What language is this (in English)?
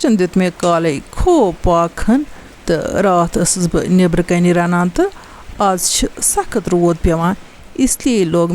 Kashmiri